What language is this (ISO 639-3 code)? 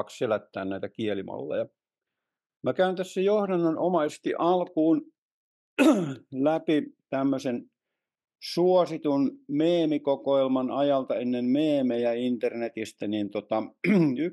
fin